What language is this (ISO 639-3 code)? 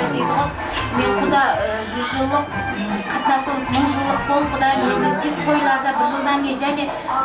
kaa